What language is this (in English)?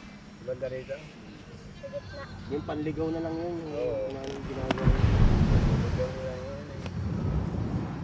Filipino